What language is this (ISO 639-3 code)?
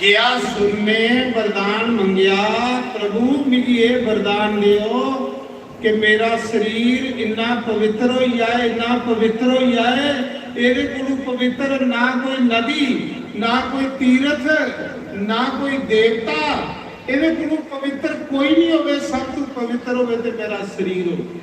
doi